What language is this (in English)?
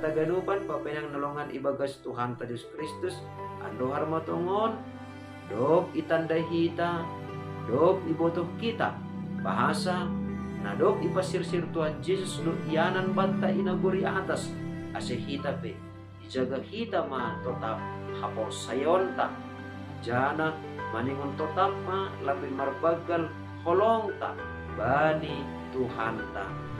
Batak Simalungun